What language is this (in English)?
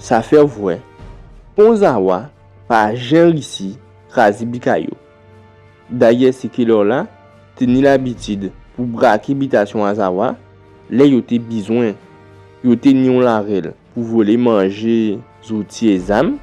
Guadeloupean Creole French